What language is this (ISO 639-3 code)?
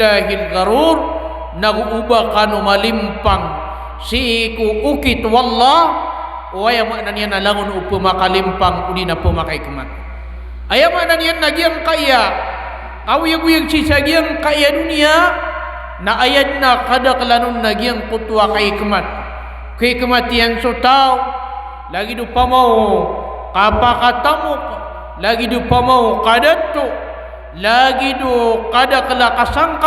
mrw